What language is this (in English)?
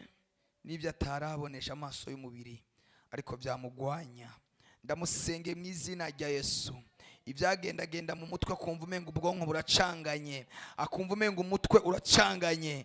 Rundi